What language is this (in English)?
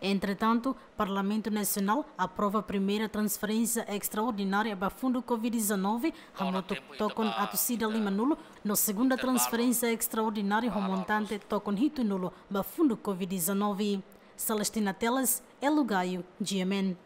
Tetum